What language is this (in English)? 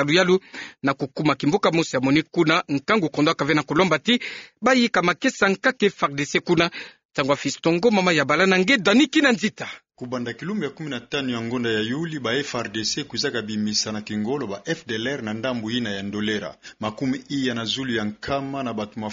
Kituba (Democratic Republic of Congo)